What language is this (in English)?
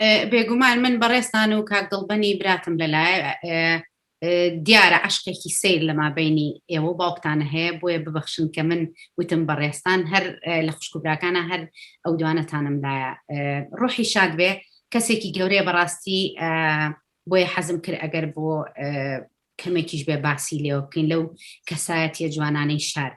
Central Kurdish